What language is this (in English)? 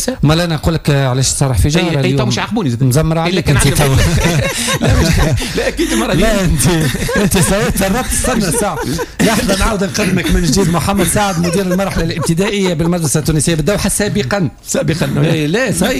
Tunisian Arabic